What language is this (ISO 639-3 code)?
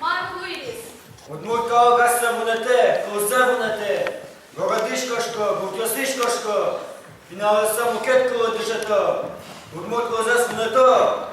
udm